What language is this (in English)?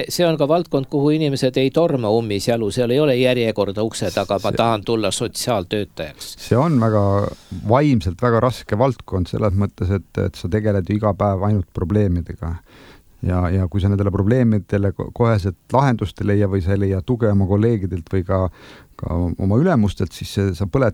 Estonian